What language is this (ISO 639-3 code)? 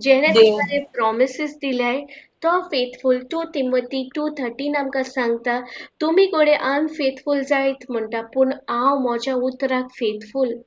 kok